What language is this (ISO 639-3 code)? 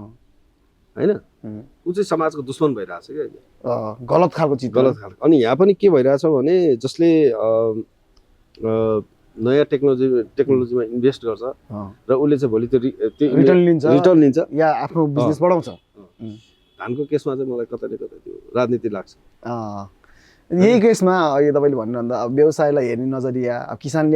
nep